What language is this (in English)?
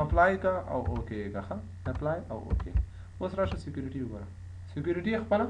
Pashto